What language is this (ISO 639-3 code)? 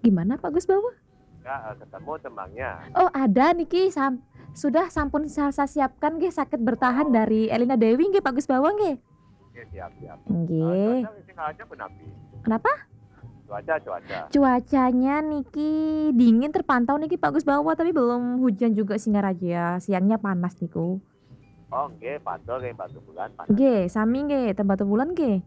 ban